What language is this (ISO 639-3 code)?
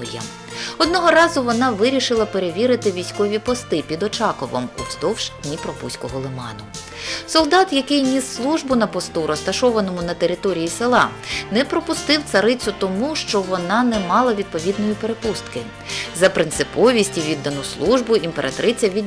ukr